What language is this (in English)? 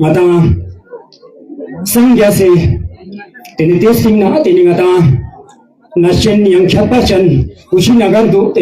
Ladakhi